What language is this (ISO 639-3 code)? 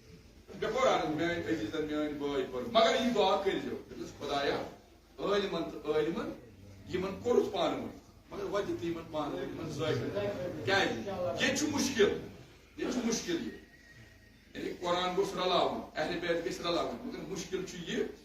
kas